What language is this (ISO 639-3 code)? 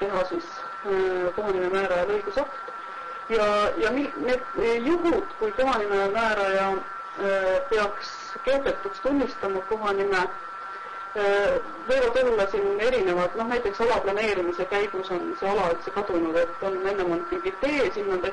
est